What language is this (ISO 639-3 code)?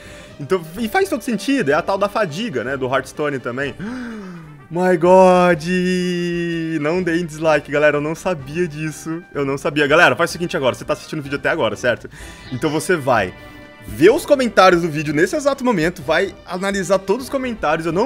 por